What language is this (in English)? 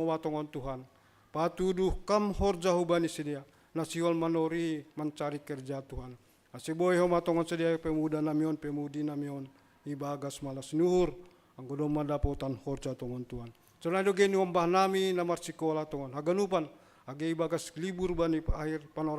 Batak Simalungun